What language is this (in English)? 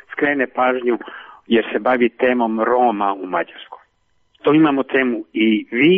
Serbian